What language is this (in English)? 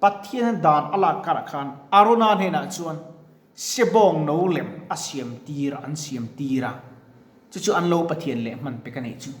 Mizo